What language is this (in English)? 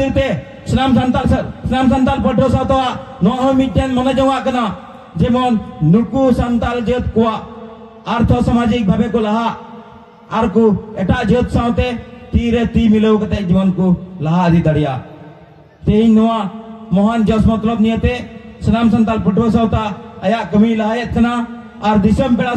Santali